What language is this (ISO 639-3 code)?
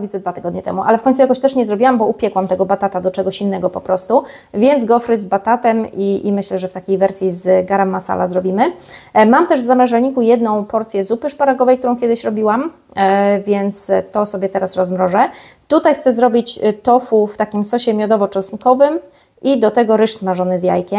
pol